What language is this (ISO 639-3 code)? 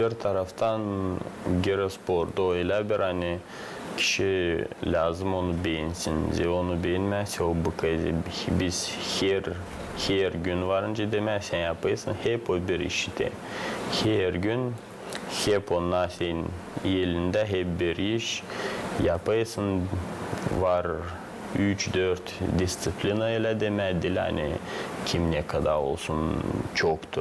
gag